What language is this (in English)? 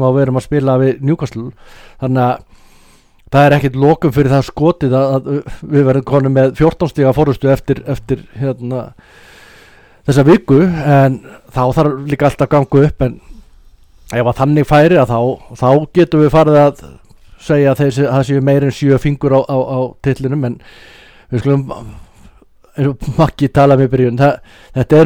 Icelandic